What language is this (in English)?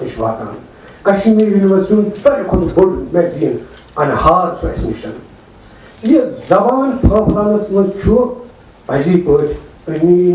Kashmiri